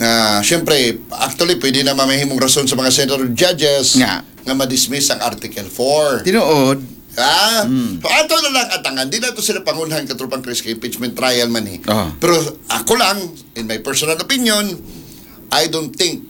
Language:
Cebuano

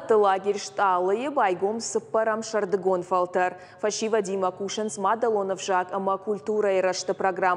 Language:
Ossetic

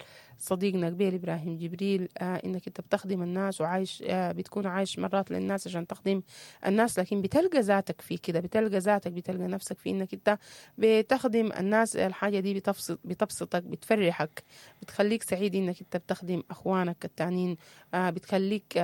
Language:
Sudanese Arabic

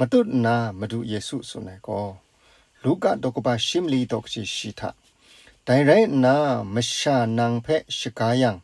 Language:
Kachin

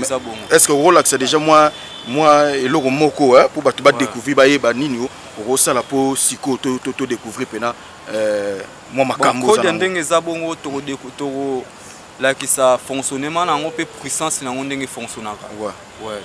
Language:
Lingala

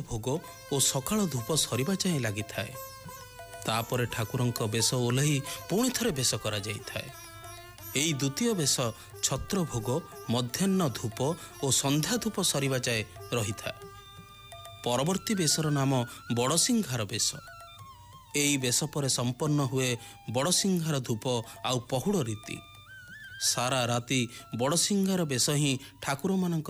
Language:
Odia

